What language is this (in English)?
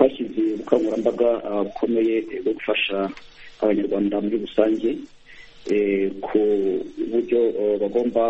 Kinyarwanda